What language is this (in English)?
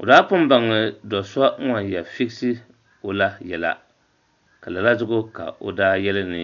Dagbani